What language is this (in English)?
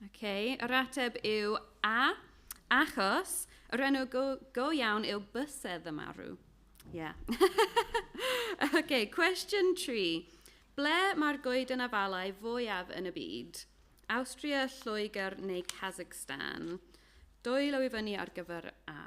Welsh